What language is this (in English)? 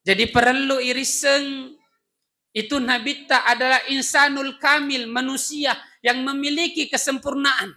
Buginese